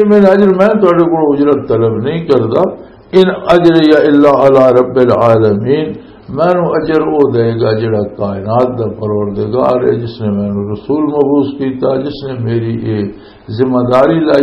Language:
Western Panjabi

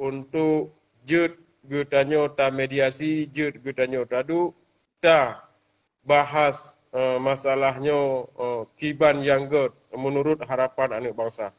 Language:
Achinese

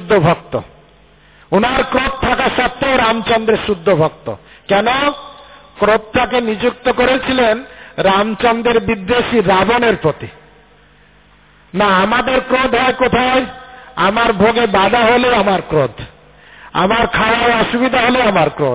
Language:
Bangla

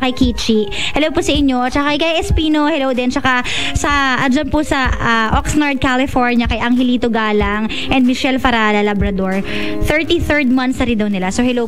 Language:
Filipino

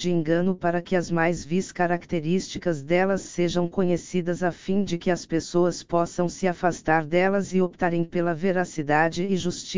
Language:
Portuguese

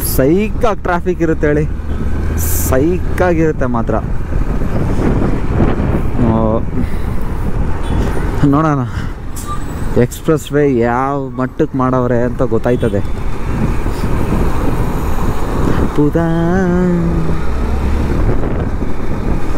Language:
Kannada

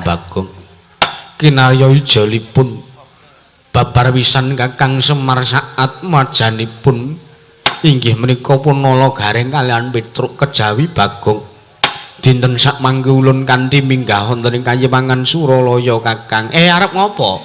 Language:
Javanese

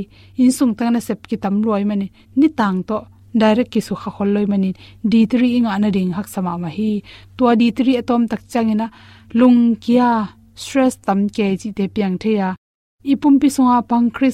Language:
Tedim Chin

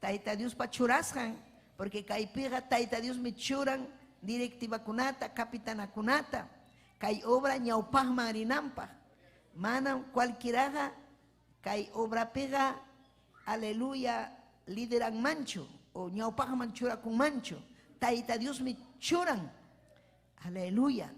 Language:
Ayacucho Quechua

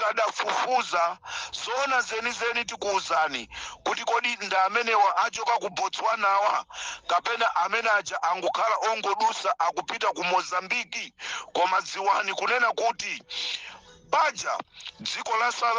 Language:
Nyanja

